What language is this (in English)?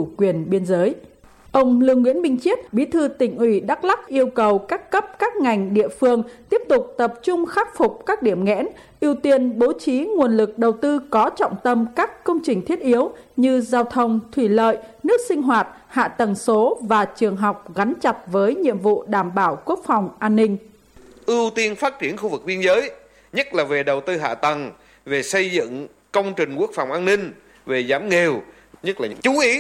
Vietnamese